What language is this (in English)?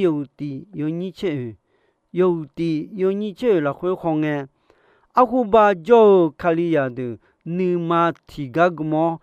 Akha